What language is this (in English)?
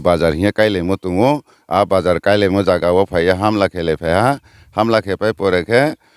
Riang (India)